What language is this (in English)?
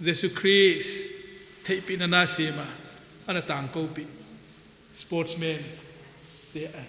Paite Chin